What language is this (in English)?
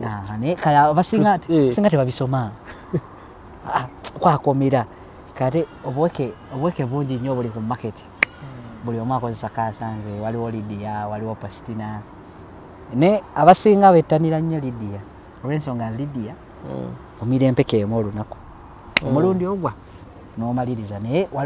Ganda